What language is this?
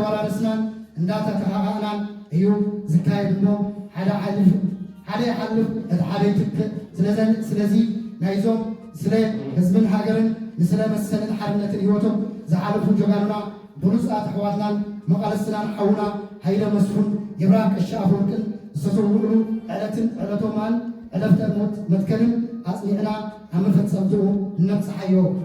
Tigrinya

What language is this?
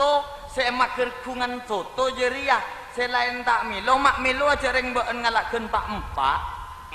Madurese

